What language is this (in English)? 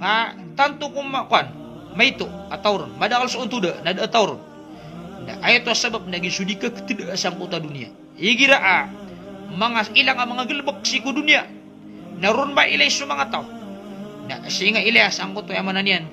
Maranao